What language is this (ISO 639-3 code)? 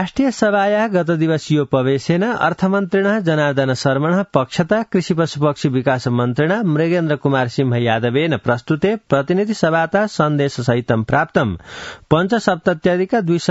san